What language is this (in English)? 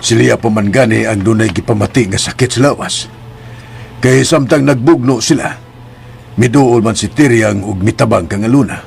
Cebuano